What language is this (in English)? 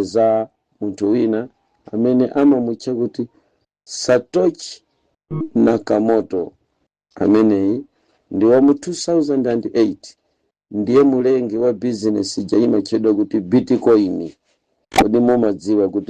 Nyanja